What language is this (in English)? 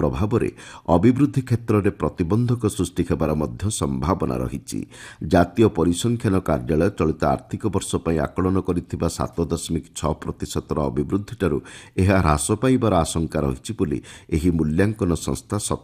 Odia